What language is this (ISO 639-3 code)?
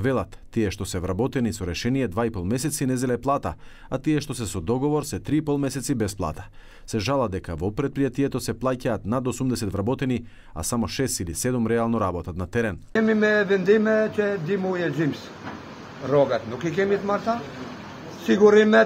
mkd